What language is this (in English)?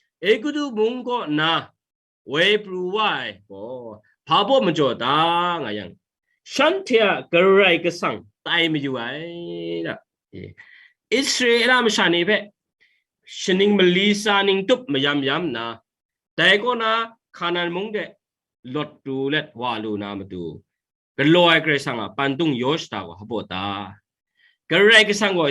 Kachin